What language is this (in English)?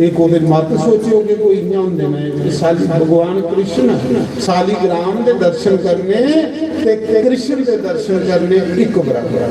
Dogri